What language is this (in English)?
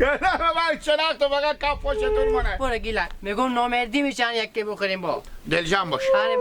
Hazaragi